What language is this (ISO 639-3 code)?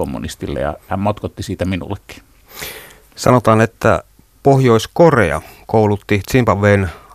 fin